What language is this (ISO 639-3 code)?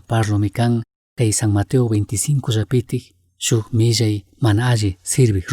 qug